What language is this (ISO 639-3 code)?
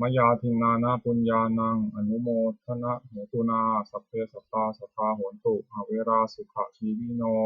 pli